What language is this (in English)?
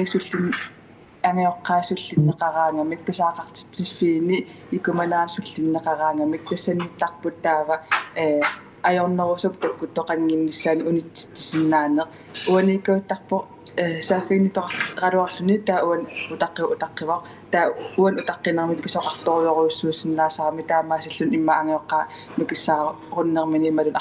Kalaallisut